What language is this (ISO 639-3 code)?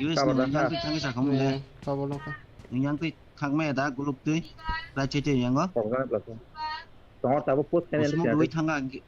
trp